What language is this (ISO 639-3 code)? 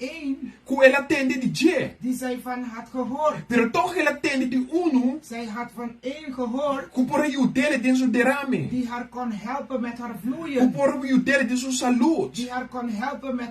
pap